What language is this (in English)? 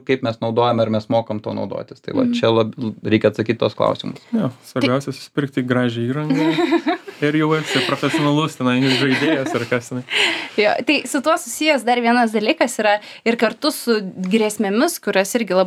Lithuanian